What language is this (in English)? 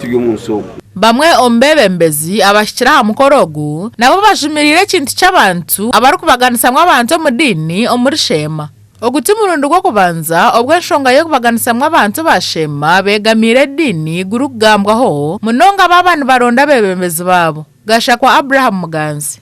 Nyankole